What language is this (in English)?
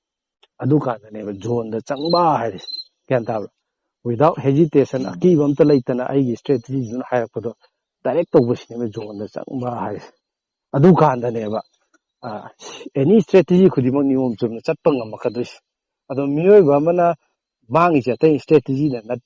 Manipuri